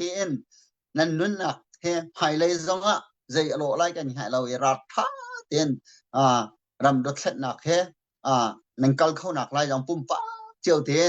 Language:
Hakha Chin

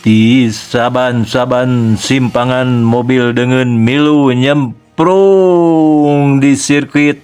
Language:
Sundanese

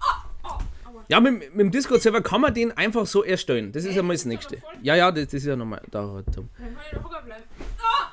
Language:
Bavarian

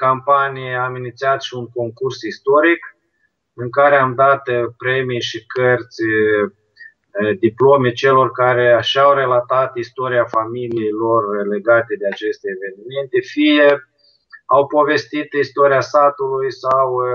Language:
Romanian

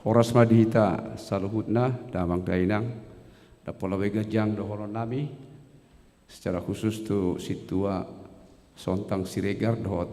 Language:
Batak Toba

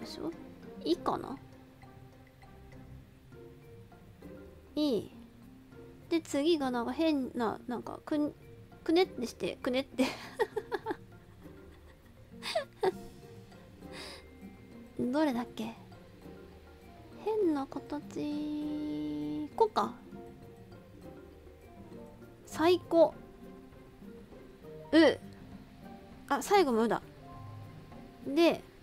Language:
Japanese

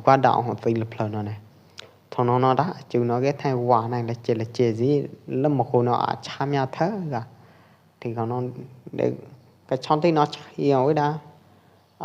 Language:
Pwo Eastern Karen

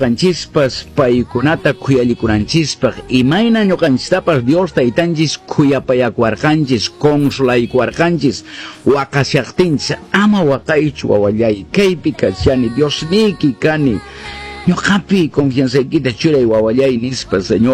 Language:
Quechua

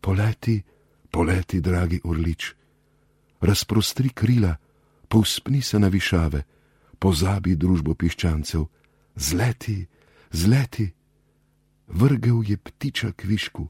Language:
Slovenian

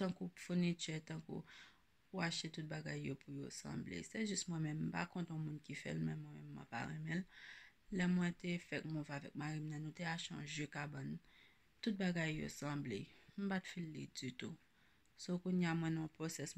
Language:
Haitian Creole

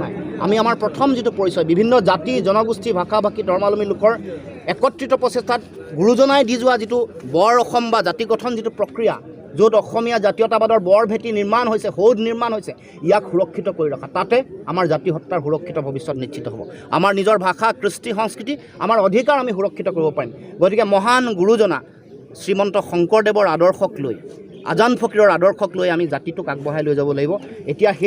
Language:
Assamese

